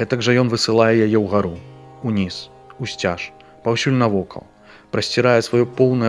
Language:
Belarusian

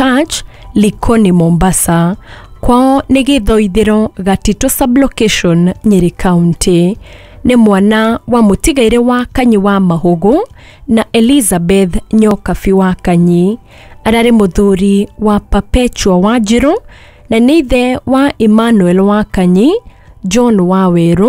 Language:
Kikuyu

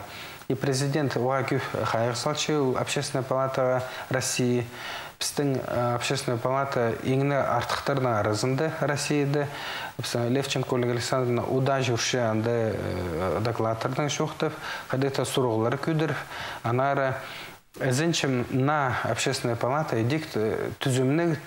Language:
Khakas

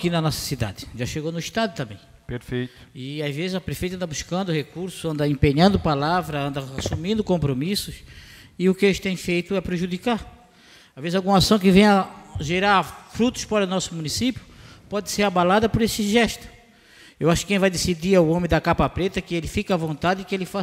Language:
Portuguese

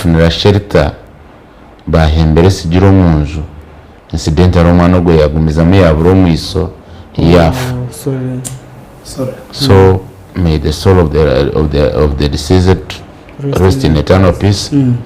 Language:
Nyankole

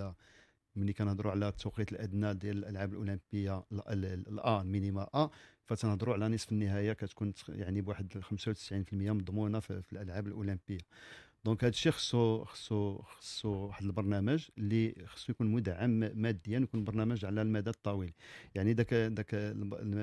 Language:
Moroccan Arabic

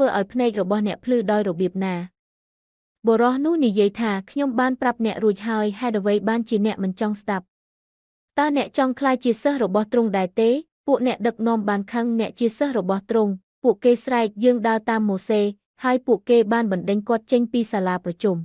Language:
Khmer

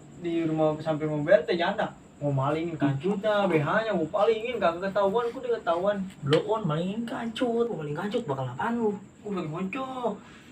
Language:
Betawi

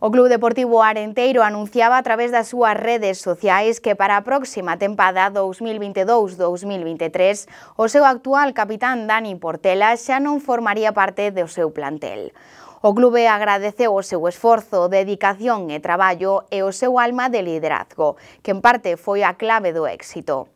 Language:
Galician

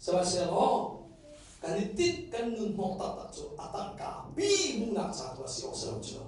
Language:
Hakha Chin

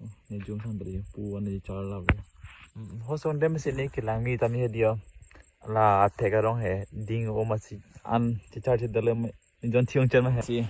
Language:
Karbi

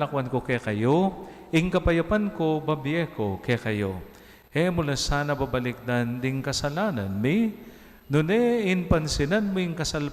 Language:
Pampanga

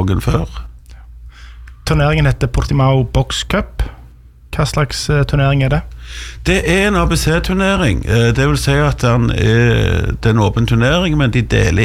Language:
Norwegian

